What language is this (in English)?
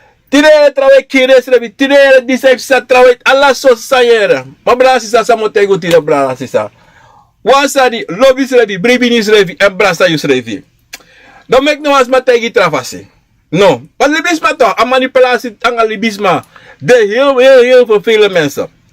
Sranan Tongo